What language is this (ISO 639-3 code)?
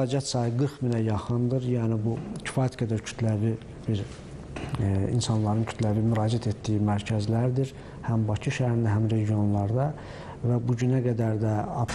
aze